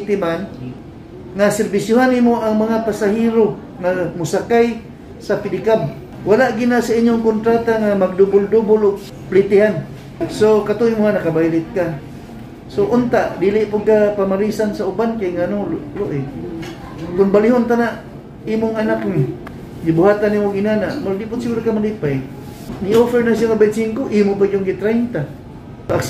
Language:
Cebuano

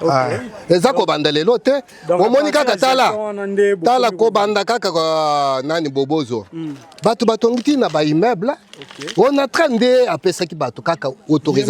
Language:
Lingala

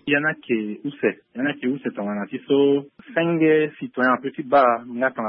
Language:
Sango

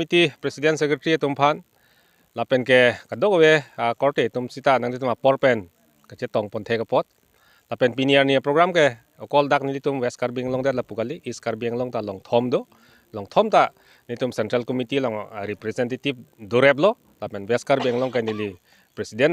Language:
Karbi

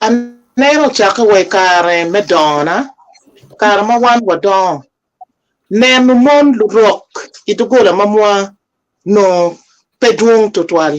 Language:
Acoli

